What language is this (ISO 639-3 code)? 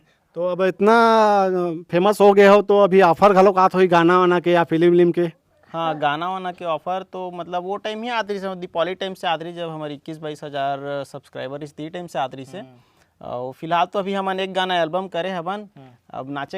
hne